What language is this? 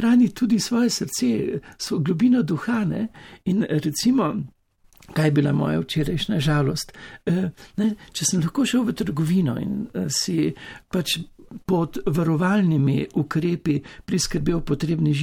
Slovenian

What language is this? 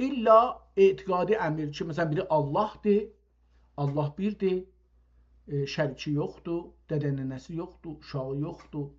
South Azerbaijani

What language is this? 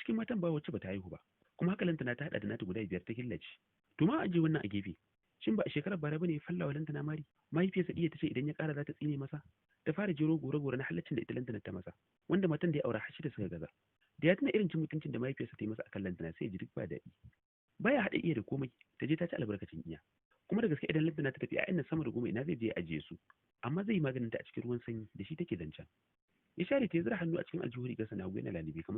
Hausa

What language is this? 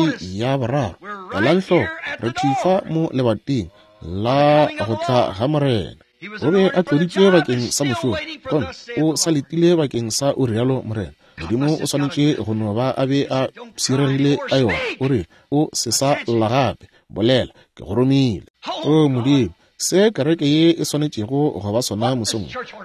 Northern Sotho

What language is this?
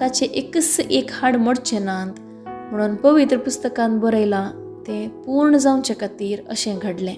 Konkani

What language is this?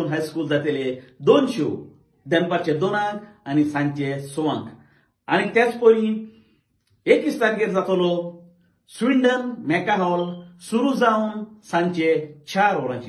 Konkani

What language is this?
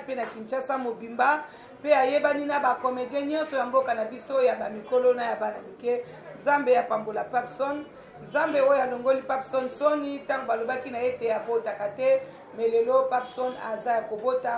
Lingala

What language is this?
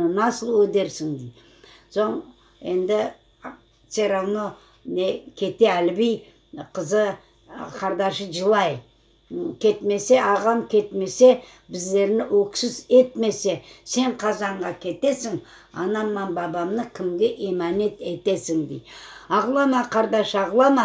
Crimean Tatar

